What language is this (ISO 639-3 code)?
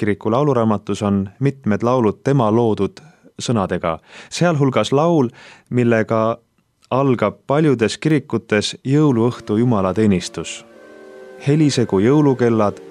est